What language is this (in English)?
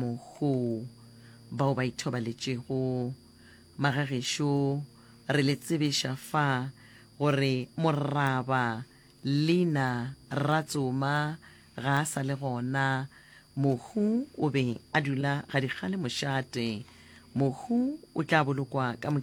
Northern Sotho